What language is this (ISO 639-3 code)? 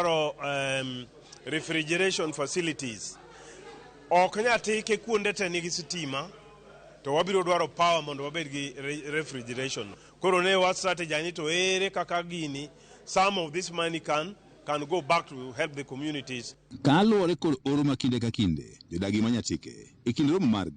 luo